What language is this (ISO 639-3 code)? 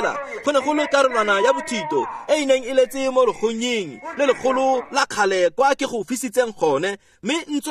tsn